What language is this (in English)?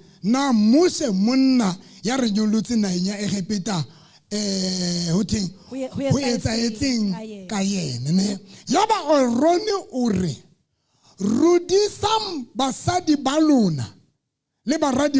Southern Sotho